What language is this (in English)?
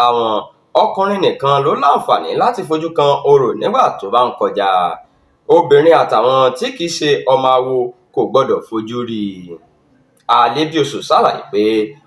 Yoruba